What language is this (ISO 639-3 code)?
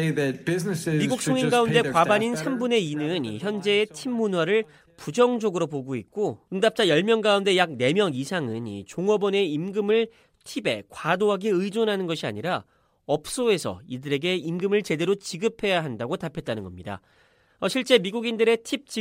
kor